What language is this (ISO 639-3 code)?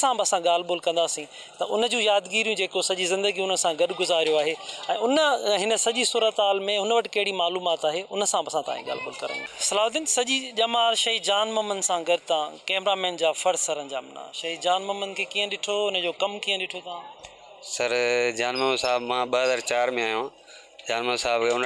snd